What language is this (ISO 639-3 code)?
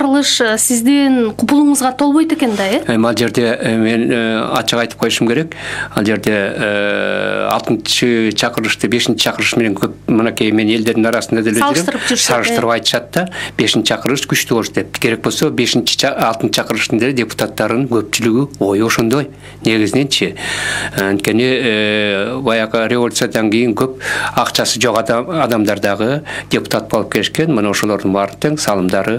kir